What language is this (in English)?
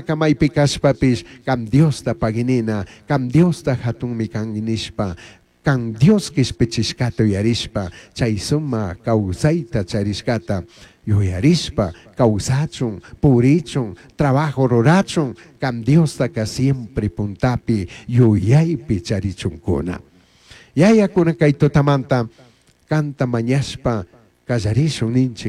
Chimborazo Highland Quichua